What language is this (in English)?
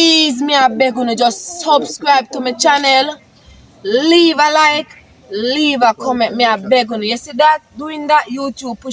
Jamaican Creole English